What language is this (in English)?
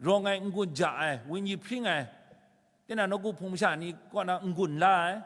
Kachin